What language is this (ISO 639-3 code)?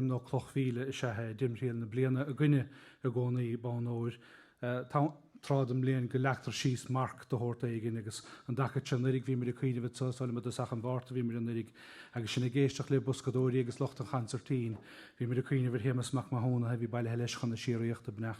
gle